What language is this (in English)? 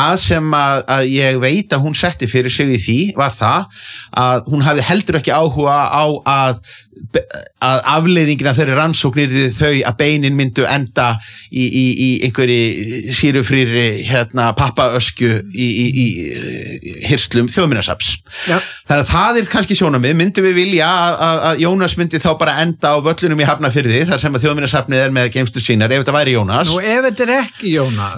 Icelandic